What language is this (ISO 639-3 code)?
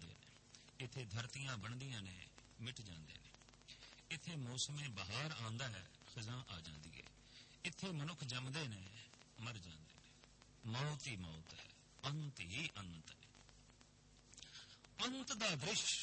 pan